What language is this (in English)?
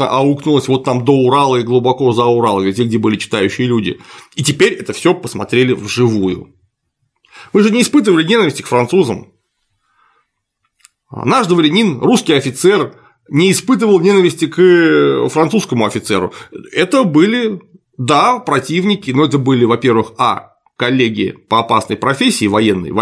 Russian